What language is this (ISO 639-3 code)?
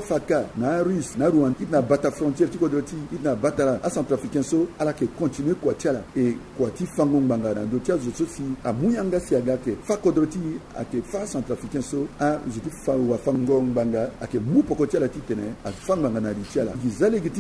sag